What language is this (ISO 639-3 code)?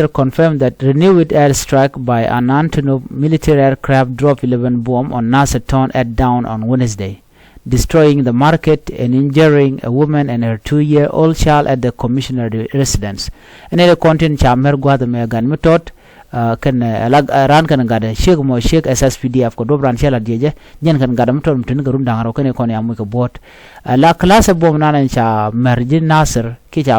nus